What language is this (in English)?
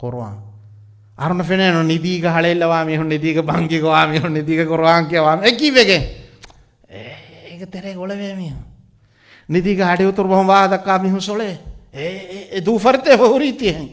Divehi